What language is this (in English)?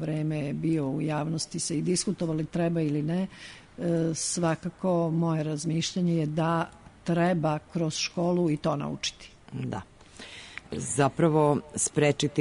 Serbian